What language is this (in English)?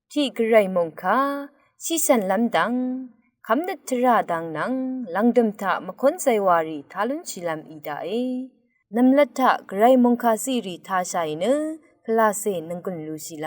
Rawang